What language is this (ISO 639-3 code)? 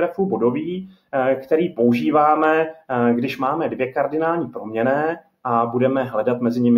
ces